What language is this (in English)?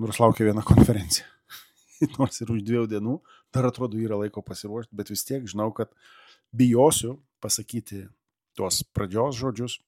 Lithuanian